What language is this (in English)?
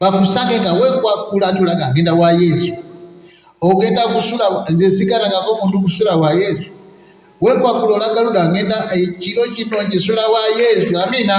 Ganda